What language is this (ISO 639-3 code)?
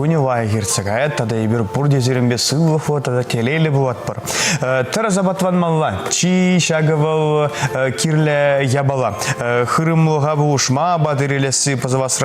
chv